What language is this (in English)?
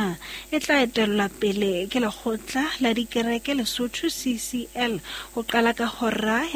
Southern Sotho